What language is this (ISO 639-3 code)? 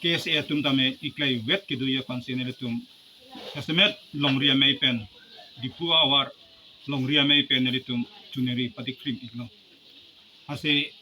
mjw